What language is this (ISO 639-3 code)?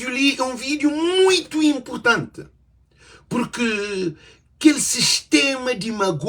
kea